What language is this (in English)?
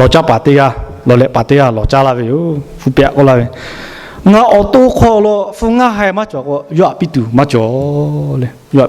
Lahu